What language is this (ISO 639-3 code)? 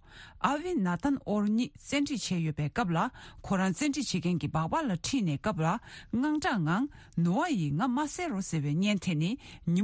bod